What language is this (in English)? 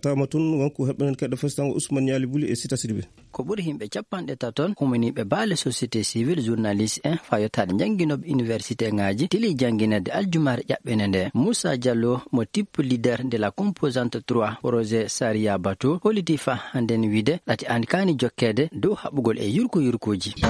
Fula